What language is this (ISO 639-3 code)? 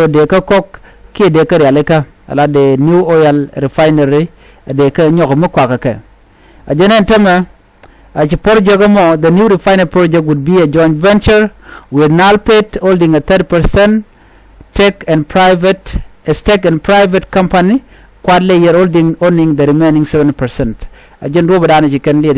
nus